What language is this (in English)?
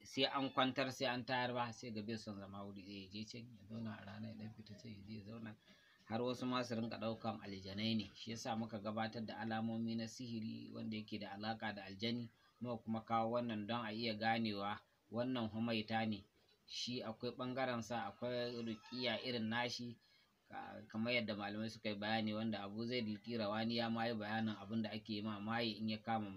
Hausa